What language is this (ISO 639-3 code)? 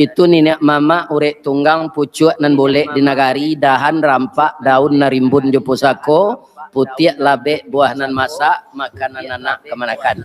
min